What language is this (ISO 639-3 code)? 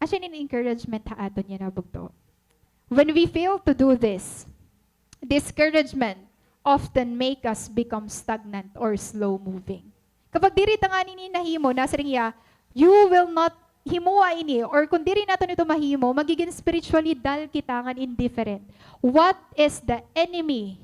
war